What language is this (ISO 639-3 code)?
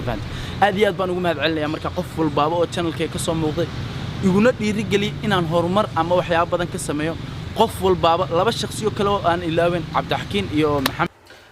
som